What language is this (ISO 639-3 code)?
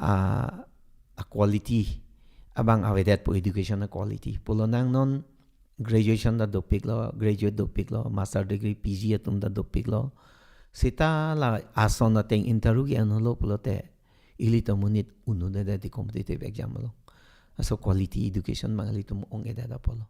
mjw